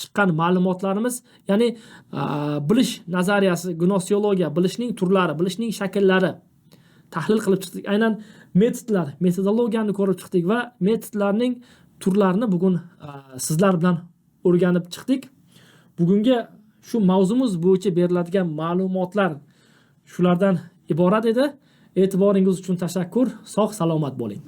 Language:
Uzbek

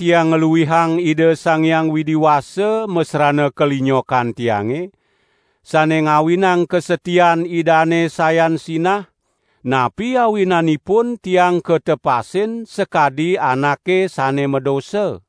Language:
Balinese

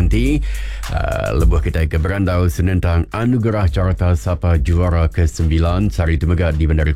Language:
Iban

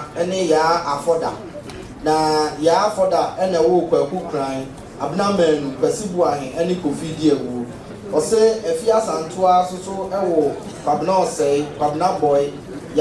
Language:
Akan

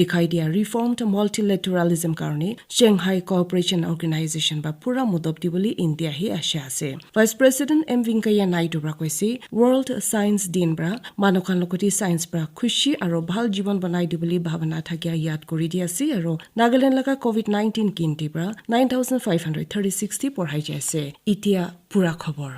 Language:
Naga Pidgin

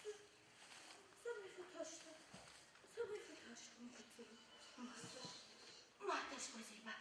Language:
Ossetic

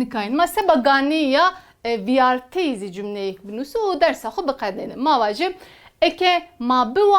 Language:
Zaza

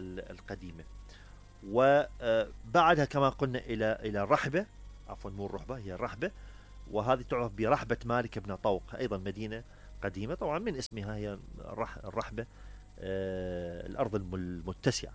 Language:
Mesopotamian Arabic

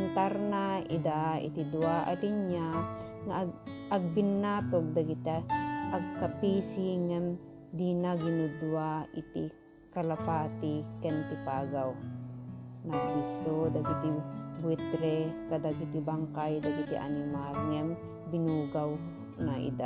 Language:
Iloko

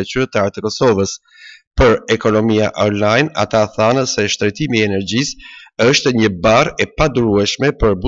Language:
Albanian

